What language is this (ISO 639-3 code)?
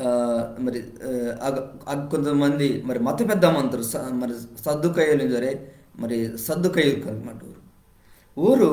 kff